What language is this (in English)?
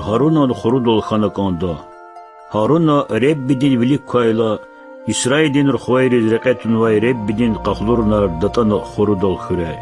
Lezghian